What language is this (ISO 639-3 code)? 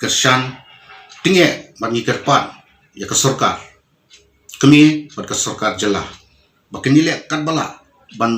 kha